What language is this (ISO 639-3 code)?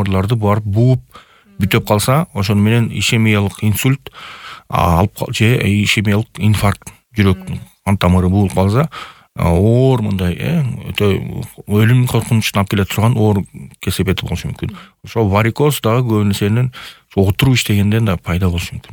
kir